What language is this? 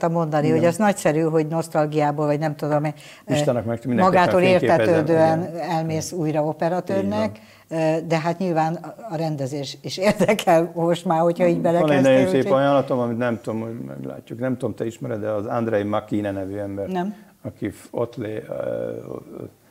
Hungarian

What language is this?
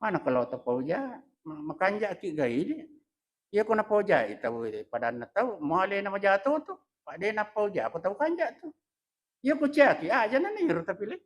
Buginese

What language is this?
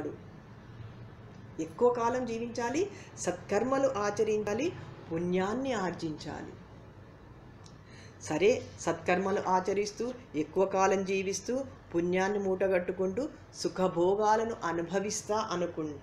Telugu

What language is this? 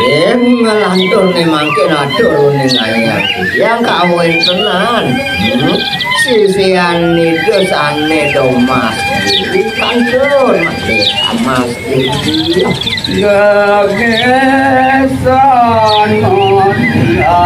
Balinese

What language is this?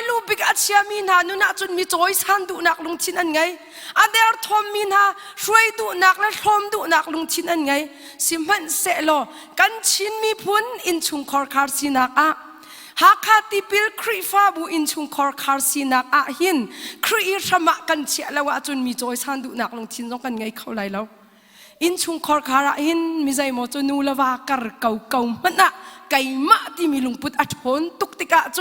Hakha Chin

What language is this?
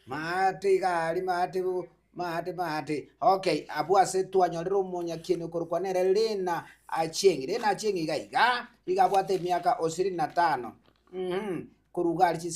Gusii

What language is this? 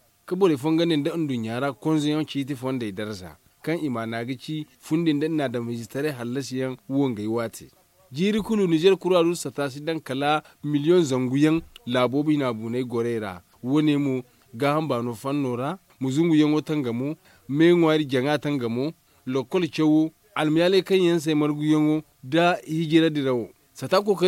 Zarma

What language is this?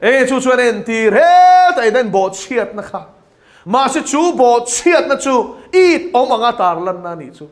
Mizo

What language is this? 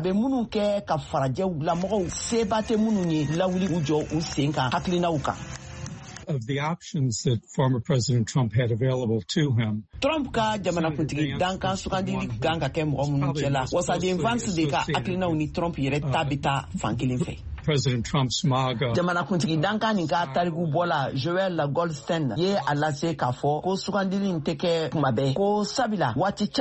Bambara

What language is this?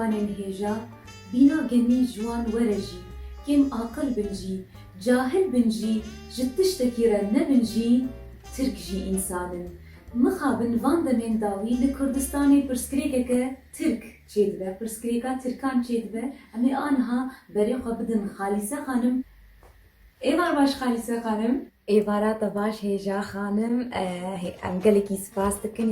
Kurdish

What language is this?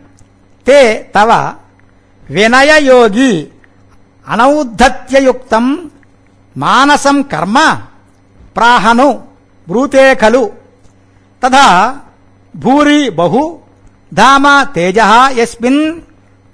Sanskrit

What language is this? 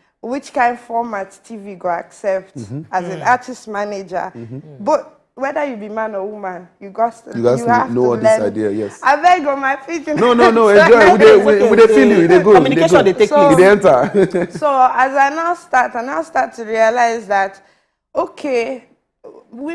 Nigerian Pidgin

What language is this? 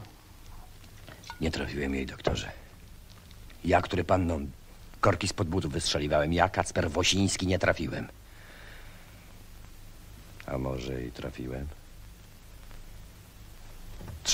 Polish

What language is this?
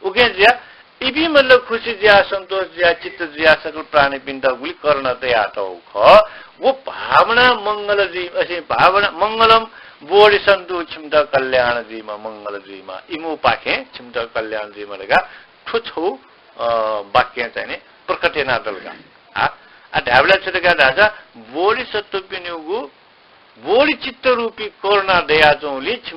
Newari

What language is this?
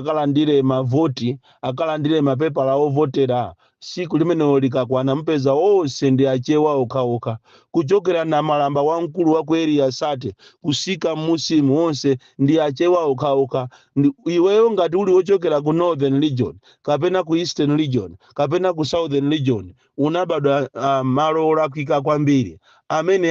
Nyanja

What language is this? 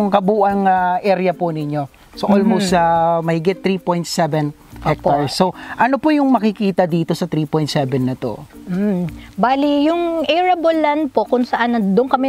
Filipino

